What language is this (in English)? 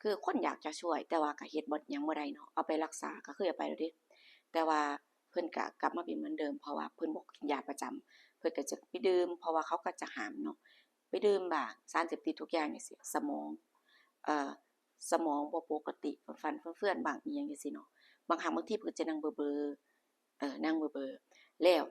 Lao